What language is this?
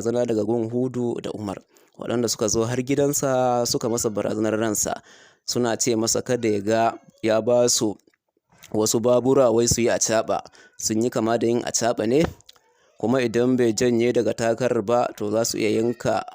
Hausa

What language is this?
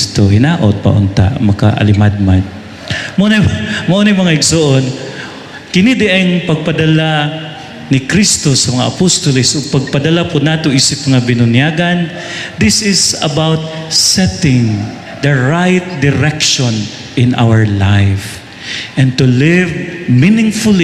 Cebuano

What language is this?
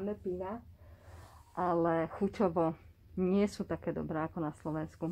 Slovak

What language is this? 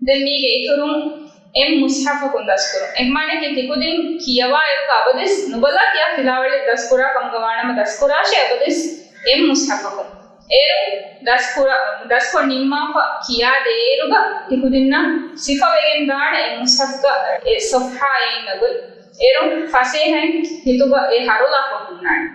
Divehi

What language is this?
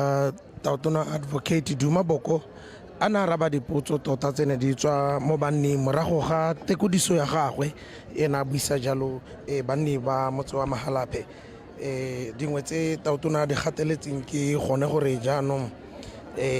Tswana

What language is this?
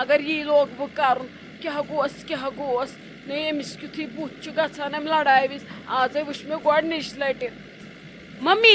Kashmiri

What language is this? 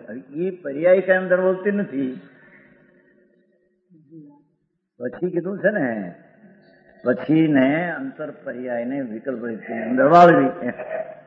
Gujarati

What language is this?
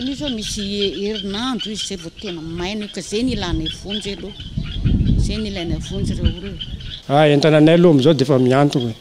Malagasy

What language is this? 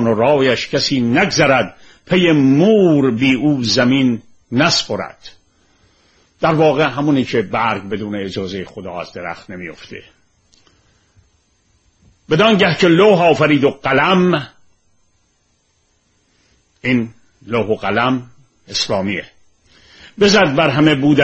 Persian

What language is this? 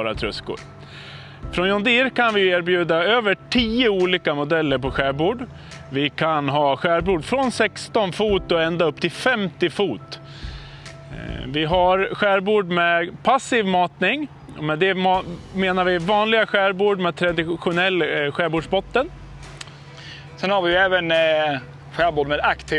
Swedish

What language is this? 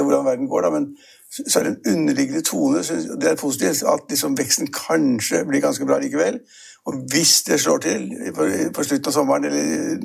Norwegian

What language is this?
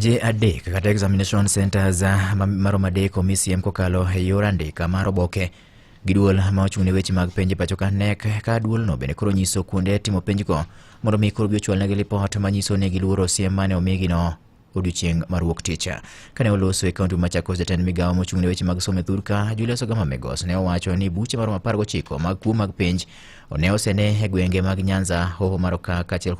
Luo (Kenya and Tanzania)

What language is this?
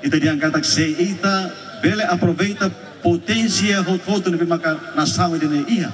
Tetum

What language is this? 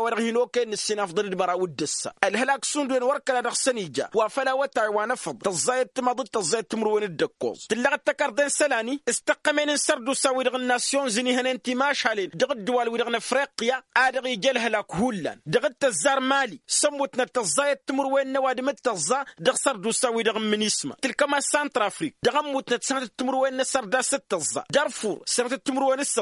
Tamasheq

